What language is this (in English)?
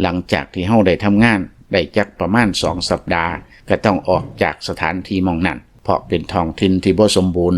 Lao